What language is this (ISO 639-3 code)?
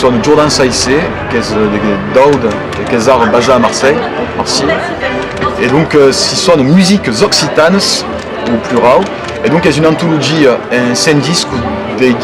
oci